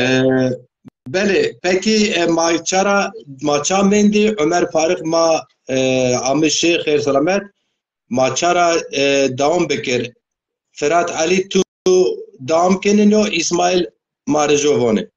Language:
Zaza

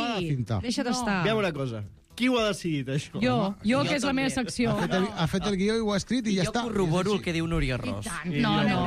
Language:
Catalan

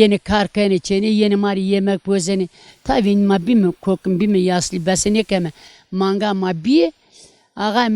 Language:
Zaza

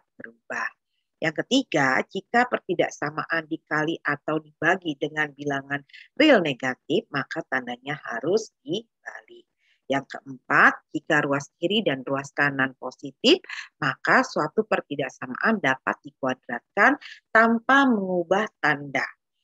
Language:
Indonesian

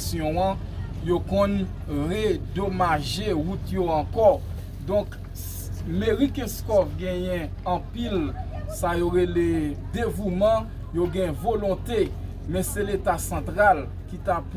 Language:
Haitian Creole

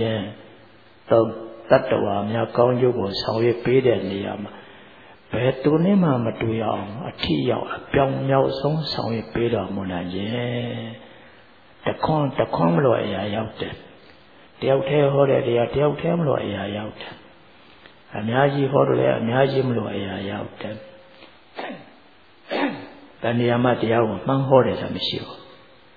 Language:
Burmese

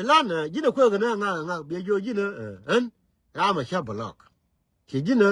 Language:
Nuer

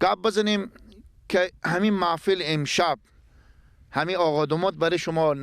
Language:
Persian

